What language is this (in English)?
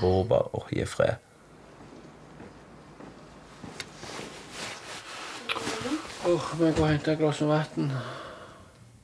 Norwegian